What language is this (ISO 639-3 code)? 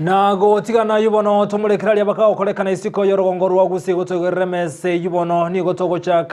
guz